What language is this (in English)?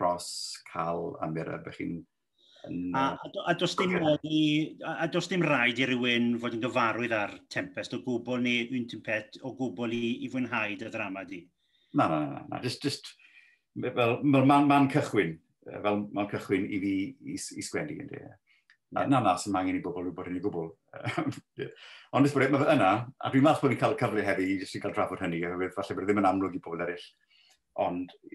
Welsh